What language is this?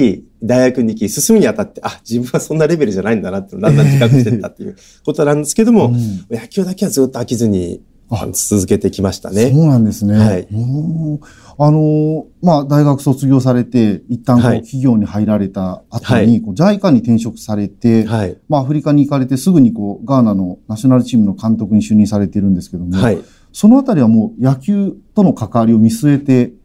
Japanese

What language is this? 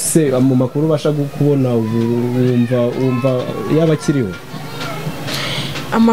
Kinyarwanda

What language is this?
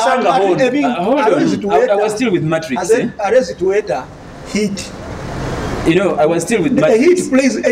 Nyoro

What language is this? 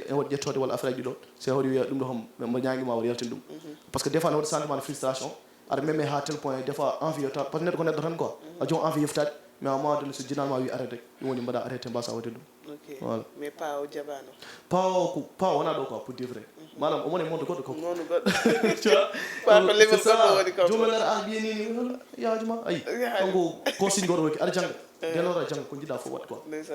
Fula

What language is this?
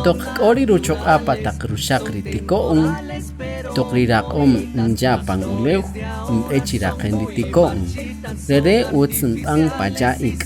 Kaqchikel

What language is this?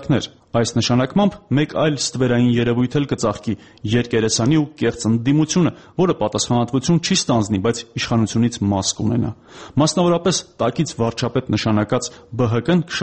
Armenian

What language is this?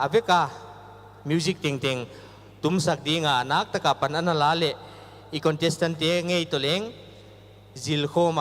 Paite Chin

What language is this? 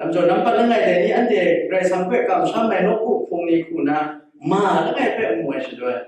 Kachin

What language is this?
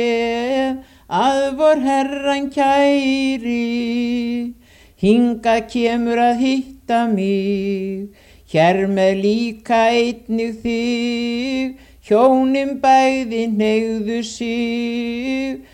Icelandic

